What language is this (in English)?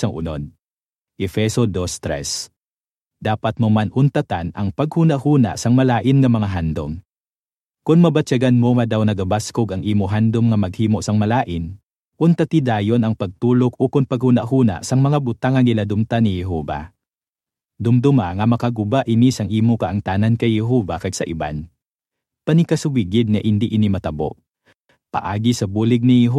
Hiligaynon